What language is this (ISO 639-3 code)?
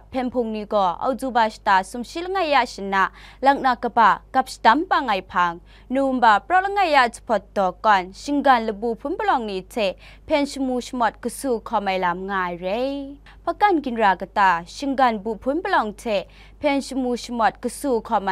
kac